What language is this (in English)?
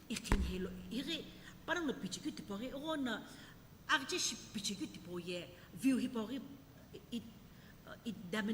Sumi Naga